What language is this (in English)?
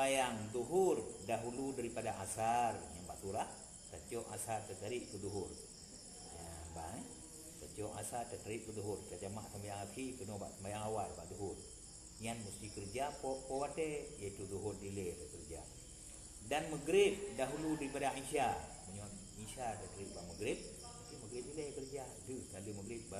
Achinese